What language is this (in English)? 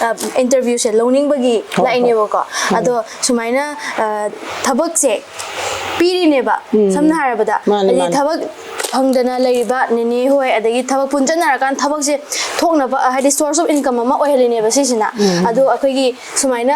Manipuri